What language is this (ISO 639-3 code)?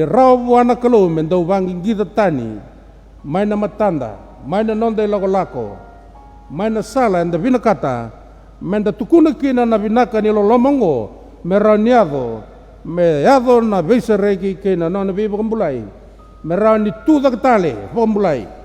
fij